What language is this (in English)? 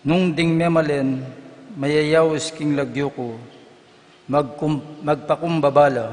Pampanga